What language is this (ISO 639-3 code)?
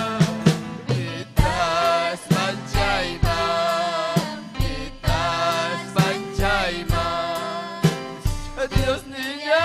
quy